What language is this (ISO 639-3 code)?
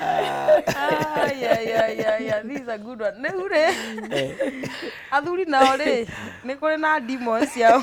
kik